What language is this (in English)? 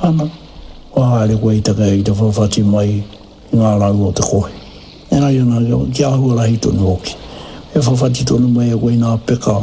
Māori